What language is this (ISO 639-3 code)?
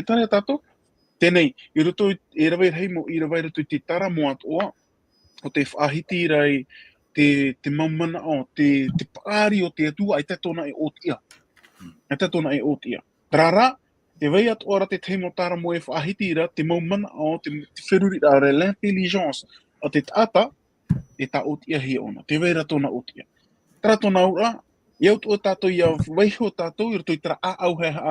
tah